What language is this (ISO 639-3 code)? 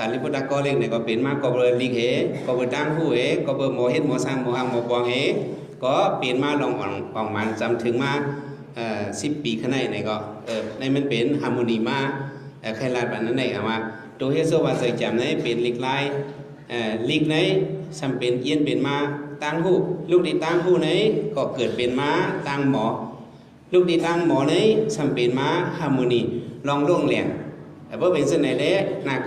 shn